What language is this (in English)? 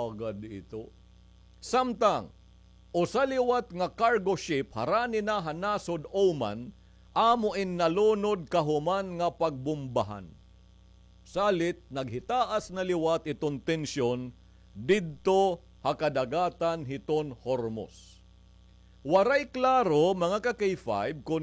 Waray